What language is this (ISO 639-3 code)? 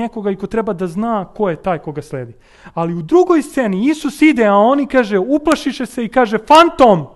srp